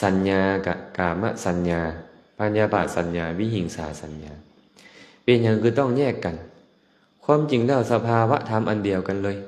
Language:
Lao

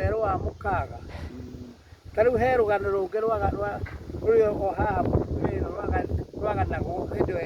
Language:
Kikuyu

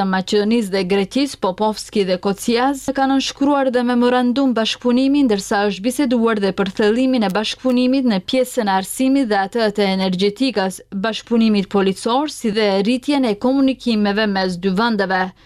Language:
Albanian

